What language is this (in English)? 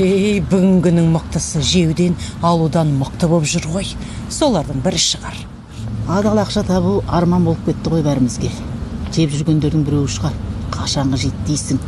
Kazakh